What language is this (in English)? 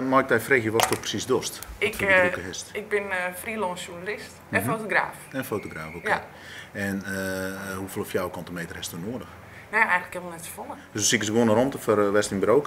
Western Frisian